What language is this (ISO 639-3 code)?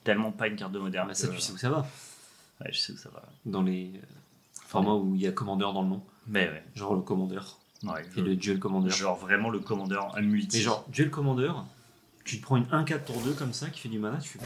fra